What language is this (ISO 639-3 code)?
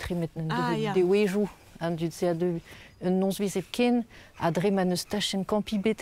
bre